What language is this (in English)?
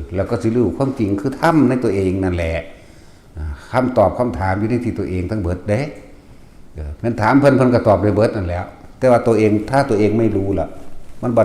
Northeastern Thai